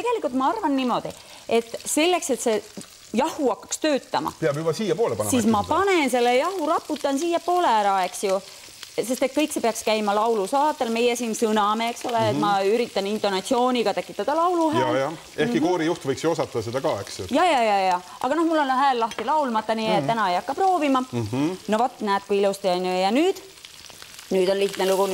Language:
Estonian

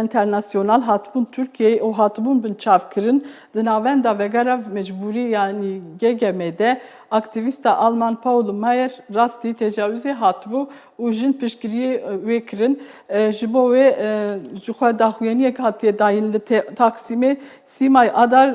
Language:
Kurdish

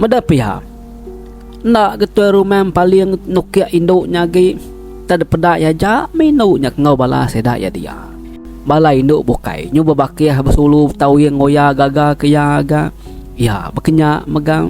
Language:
Iban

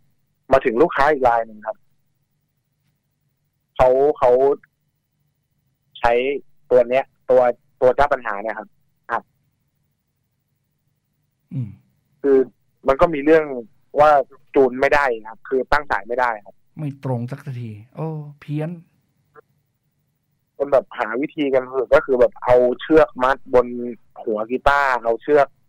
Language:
Thai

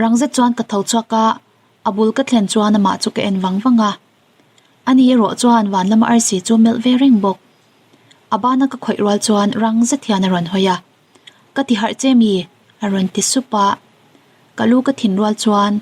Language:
Mizo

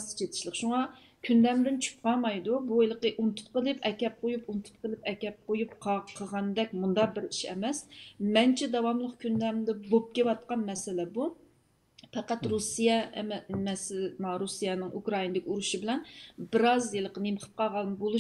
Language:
Uyghur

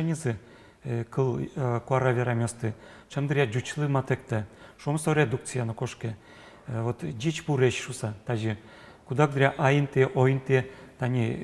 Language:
Udmurt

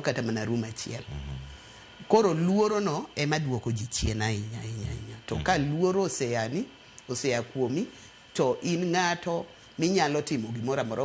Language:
Luo (Kenya and Tanzania)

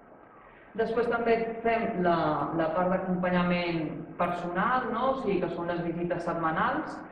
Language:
Catalan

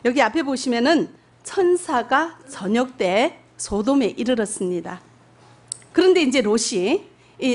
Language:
Korean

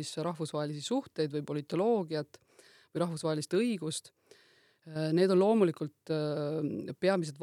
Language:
Estonian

